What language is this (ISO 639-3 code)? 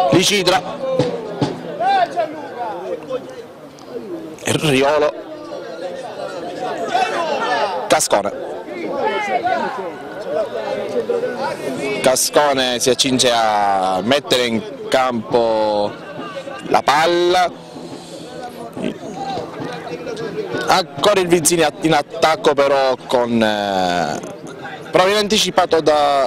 ita